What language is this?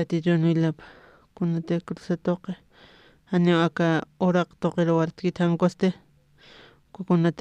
Aymara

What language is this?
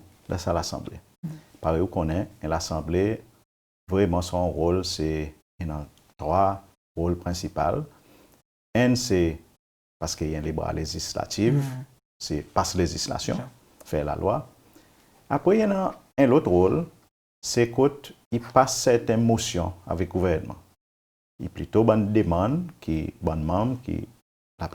Seselwa Creole French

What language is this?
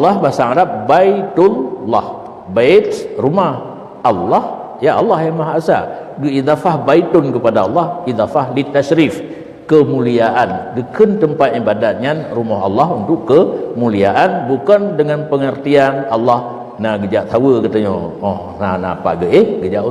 Achinese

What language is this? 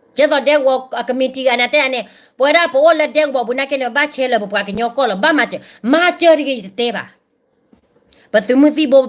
S'gaw Karen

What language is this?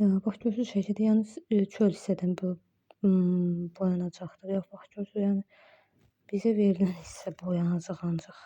Azerbaijani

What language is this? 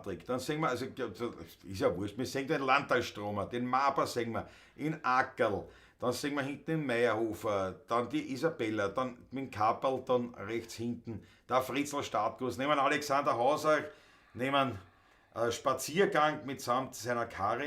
Bavarian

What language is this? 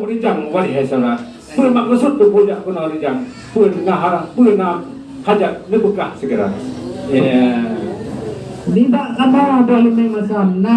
Achinese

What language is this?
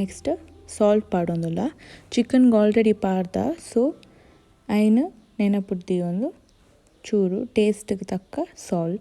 Tulu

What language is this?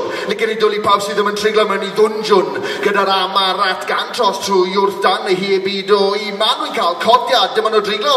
Welsh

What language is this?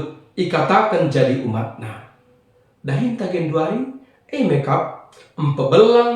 Batak Karo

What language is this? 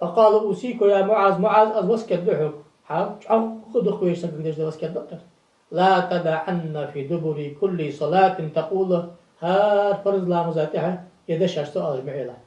Ingush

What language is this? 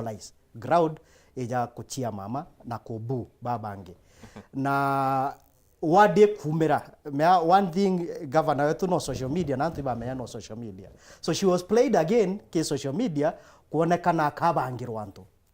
Meru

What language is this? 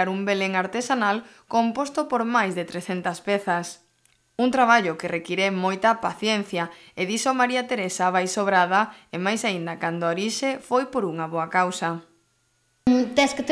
Galician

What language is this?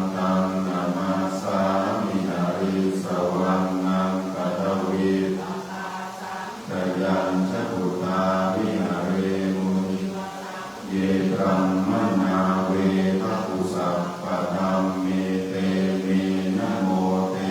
Pali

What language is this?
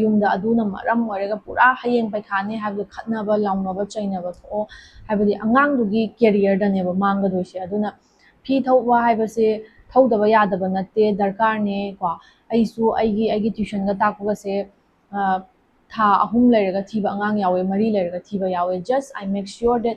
Manipuri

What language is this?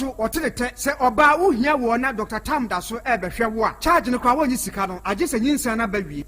Akan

